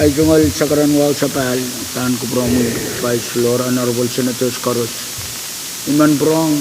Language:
Pohnpeian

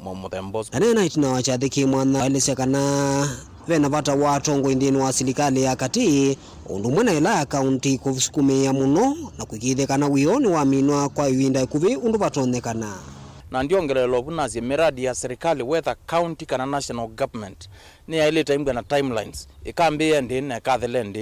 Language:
Kamba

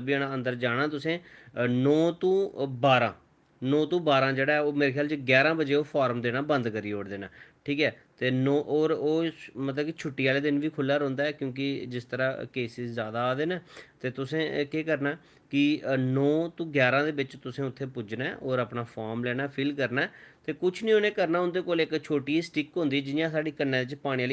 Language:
Dogri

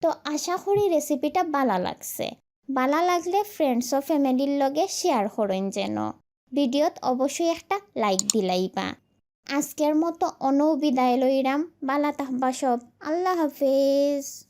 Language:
Sylheti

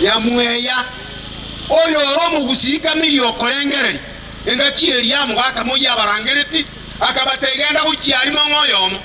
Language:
Gusii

